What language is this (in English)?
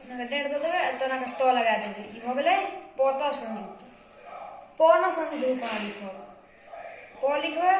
Maithili